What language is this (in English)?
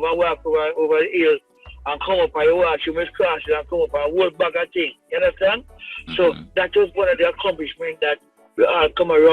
Jamaican Creole English